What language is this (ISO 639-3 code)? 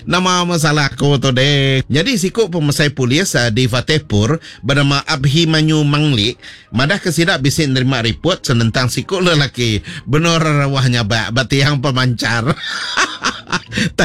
iba